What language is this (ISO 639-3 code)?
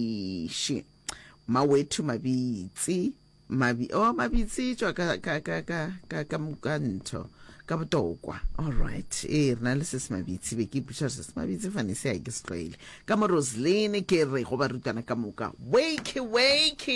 nso